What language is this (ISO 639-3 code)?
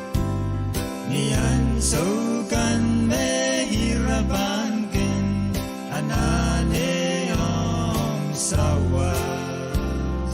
pon